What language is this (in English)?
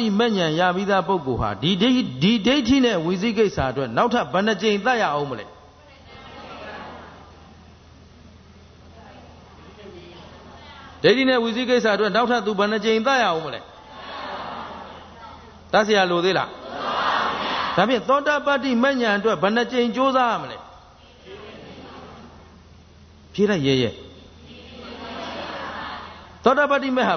Burmese